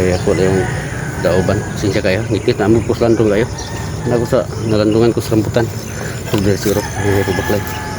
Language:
Cebuano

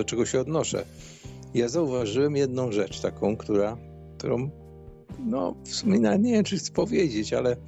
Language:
Polish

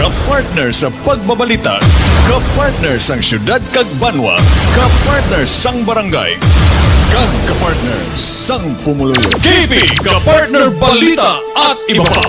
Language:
Hiligaynon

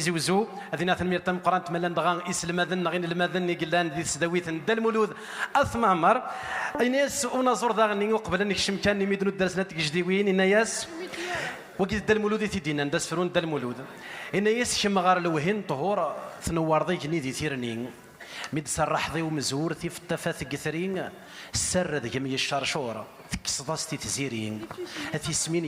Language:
Kabyle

